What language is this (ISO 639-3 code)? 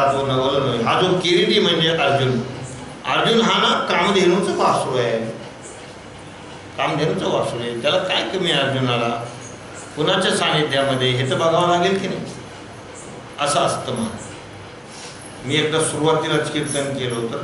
mar